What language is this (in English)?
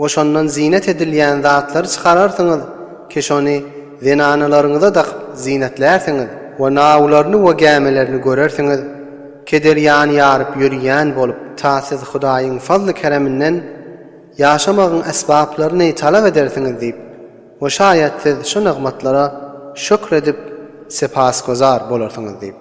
Turkmen